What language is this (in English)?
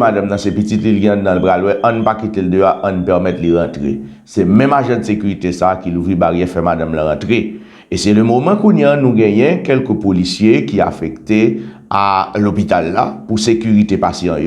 Haitian Creole